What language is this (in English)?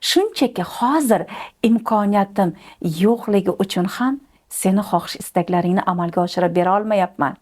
Uzbek